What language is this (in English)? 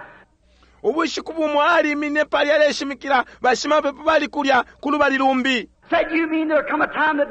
Bemba